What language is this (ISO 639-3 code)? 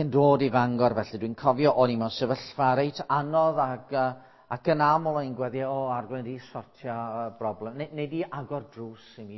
cym